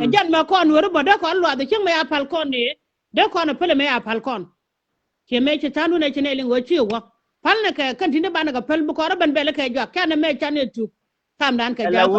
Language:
Nuer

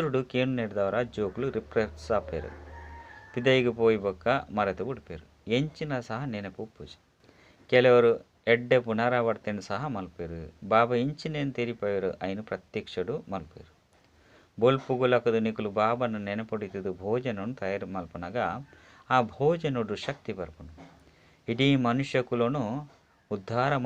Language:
Tulu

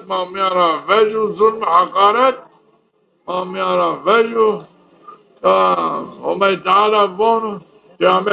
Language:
Zaza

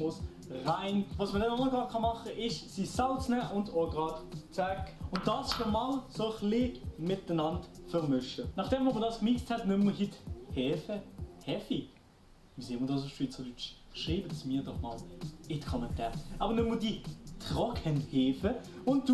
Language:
Swiss German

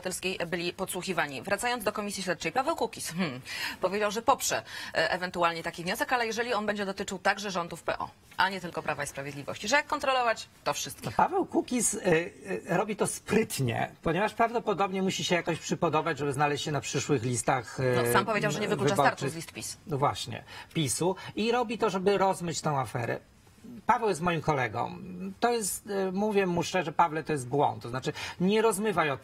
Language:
Polish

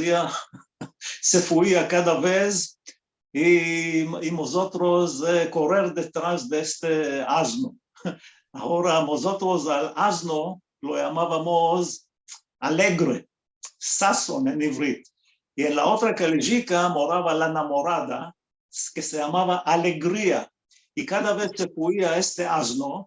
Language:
Ladino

